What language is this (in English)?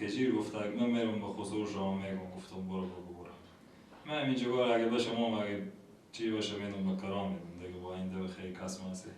Persian